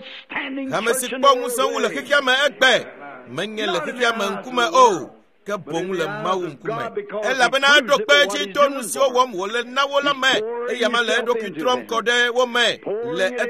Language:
Ewe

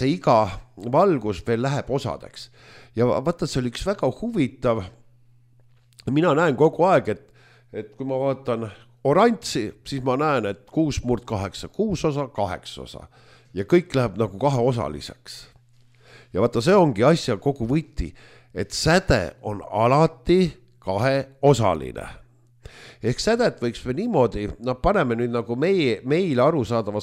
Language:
Estonian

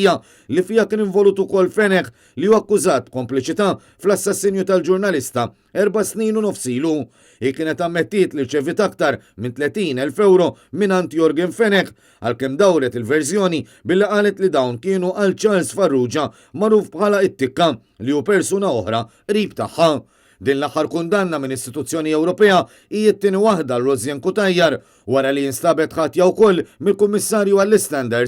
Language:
Maltese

